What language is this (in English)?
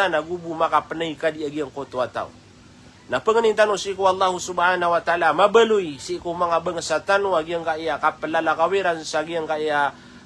Maranao